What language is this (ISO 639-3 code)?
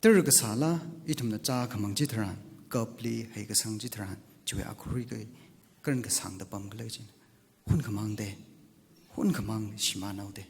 nmf